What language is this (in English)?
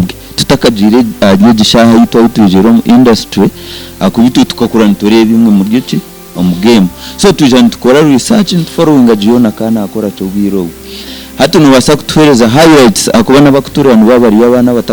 Nyankole